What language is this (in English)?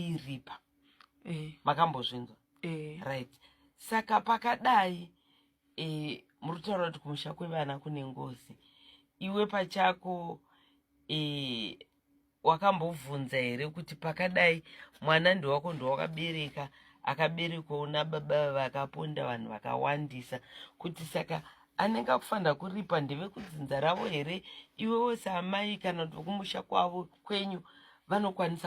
Shona